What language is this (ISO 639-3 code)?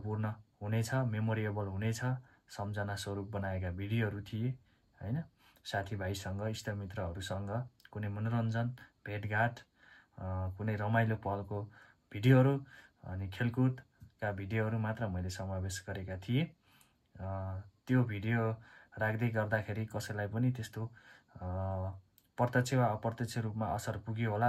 nep